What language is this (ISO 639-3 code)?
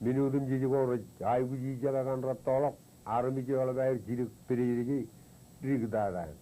mah